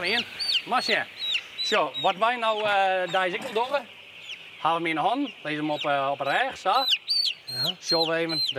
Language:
Western Frisian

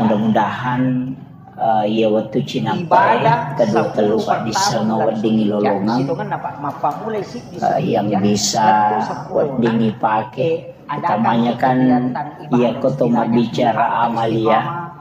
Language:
Buginese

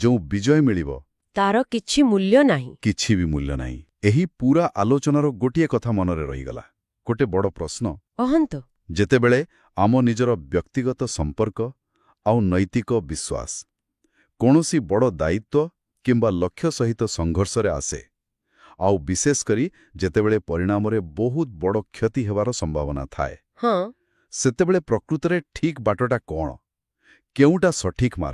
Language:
Odia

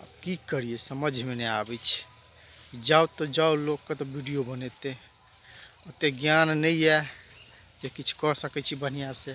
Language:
Maithili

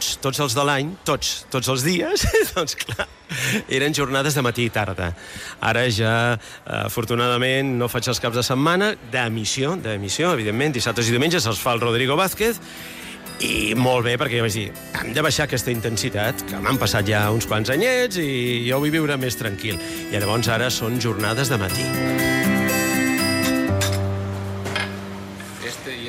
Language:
Catalan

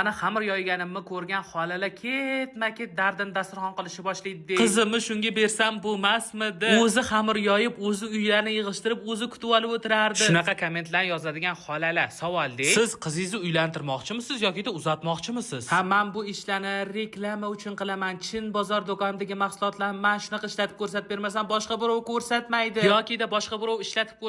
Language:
Uzbek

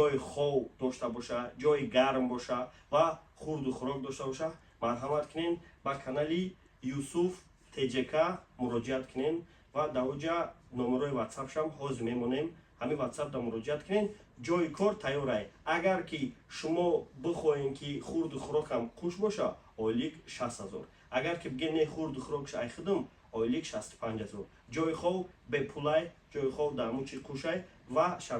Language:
Tajik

